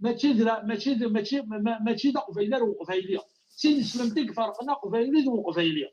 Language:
Kabyle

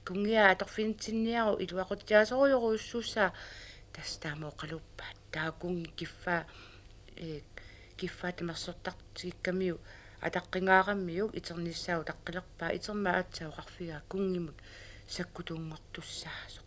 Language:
Kalaallisut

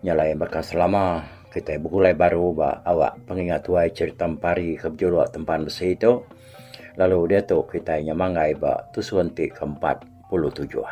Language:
Iban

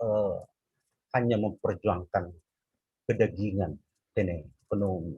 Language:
Batak Simalungun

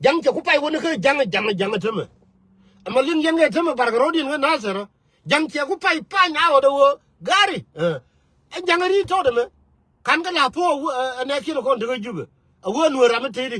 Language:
Nuer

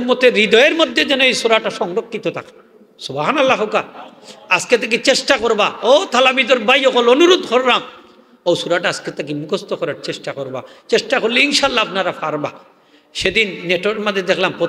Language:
Sylheti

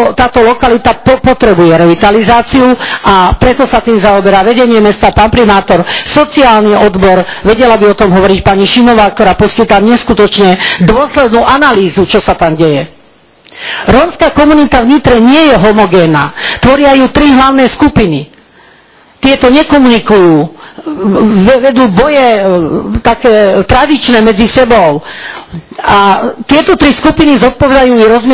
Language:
Slovak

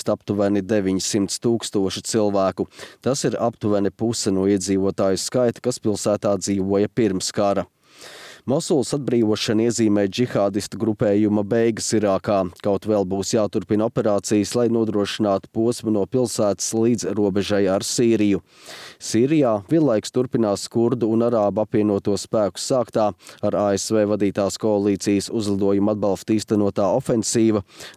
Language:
Latvian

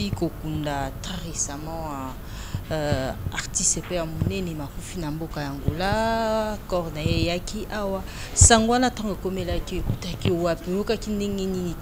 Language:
Lingala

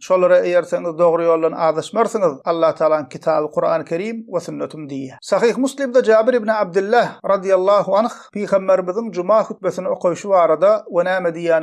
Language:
Turkmen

